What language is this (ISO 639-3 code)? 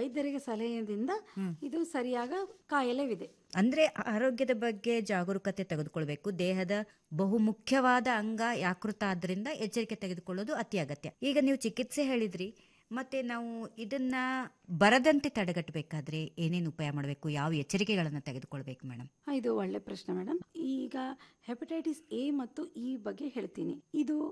kan